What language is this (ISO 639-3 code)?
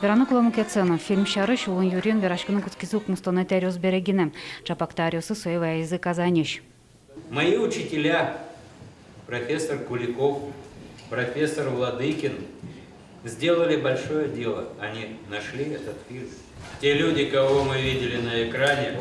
udm